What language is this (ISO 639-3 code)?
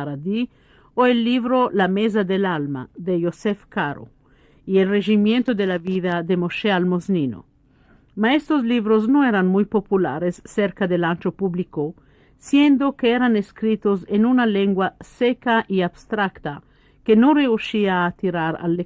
lad